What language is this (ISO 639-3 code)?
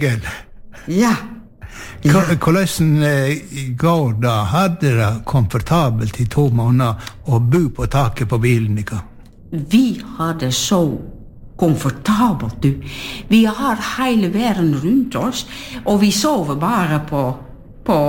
nor